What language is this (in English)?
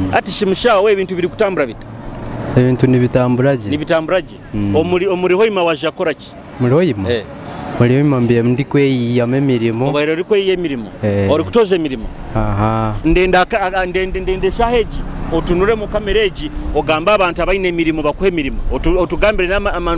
Nyoro